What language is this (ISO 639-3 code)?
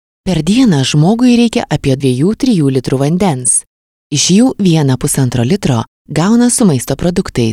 lit